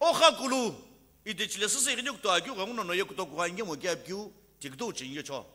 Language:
Sumi Naga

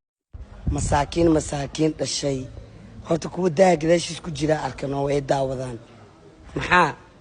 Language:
Somali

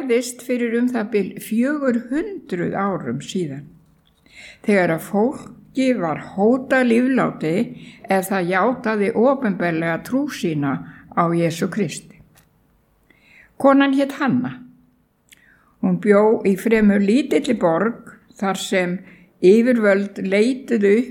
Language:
Icelandic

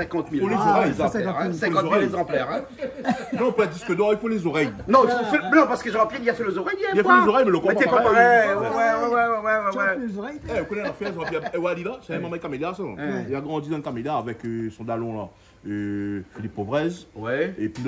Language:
Réunion Creole French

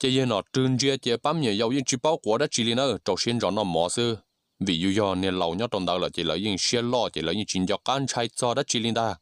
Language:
Hmong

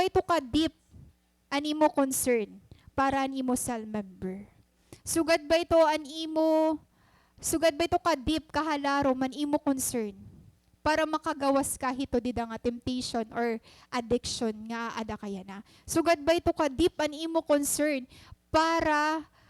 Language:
Waray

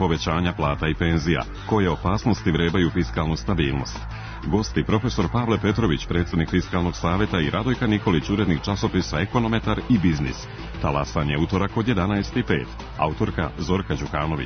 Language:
Serbian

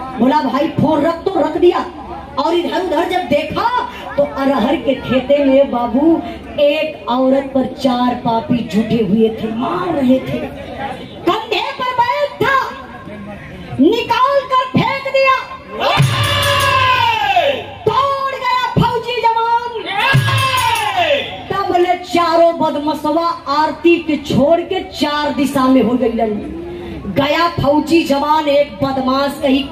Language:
Bhojpuri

